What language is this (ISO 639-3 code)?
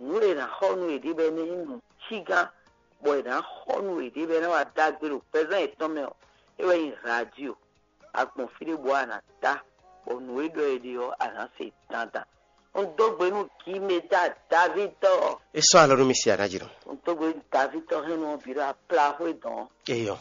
fon